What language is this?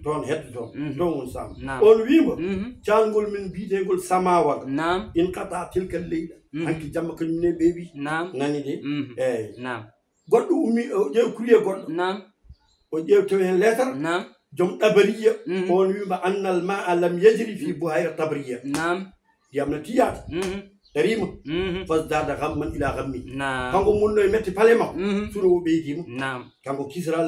Fula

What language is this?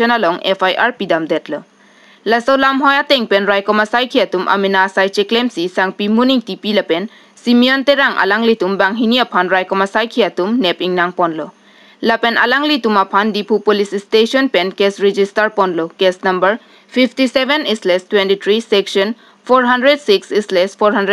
Karbi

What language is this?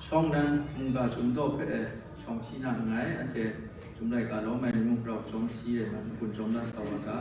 Kachin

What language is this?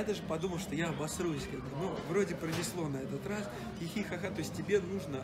Russian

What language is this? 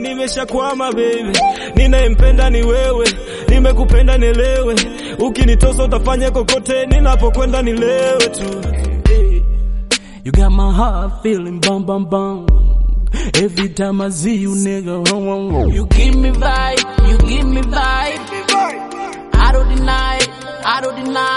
Swahili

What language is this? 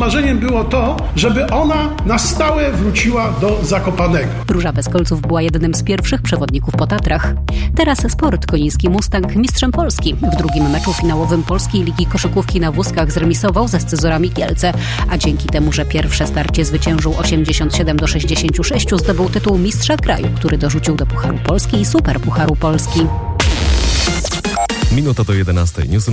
Polish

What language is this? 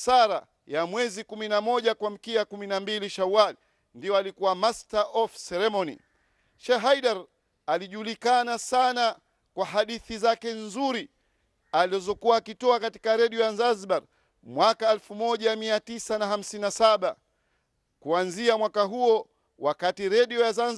Swahili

